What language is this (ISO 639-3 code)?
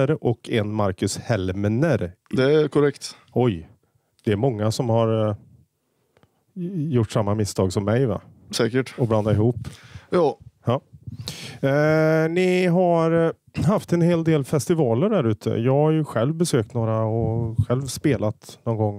swe